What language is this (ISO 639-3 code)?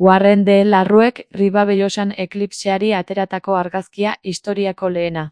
eus